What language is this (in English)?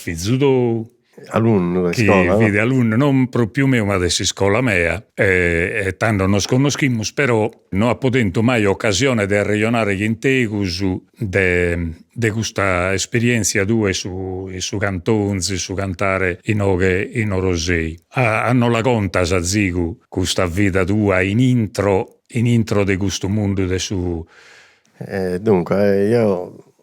Sardinian